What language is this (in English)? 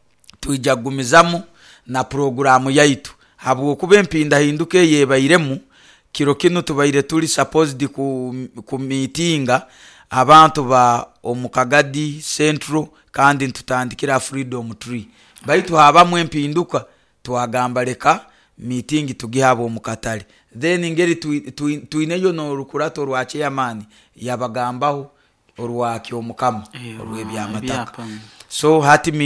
Nyoro